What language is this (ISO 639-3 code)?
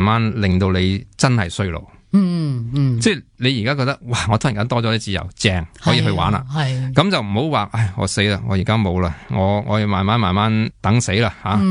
yue